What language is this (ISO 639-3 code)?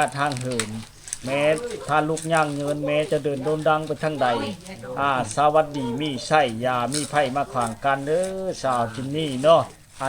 lao